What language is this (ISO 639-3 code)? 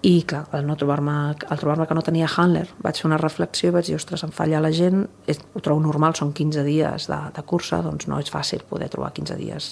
cat